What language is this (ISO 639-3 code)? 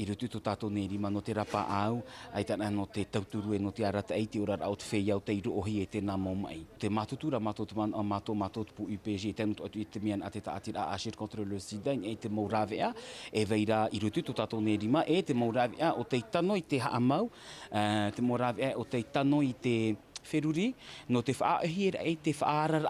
tah